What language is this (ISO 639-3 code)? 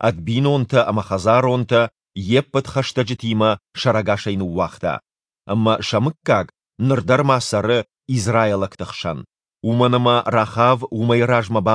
oss